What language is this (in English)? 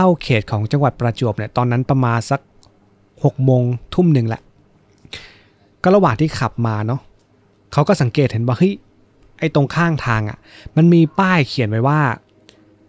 Thai